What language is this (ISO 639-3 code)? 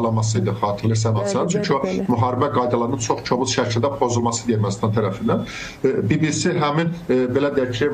aze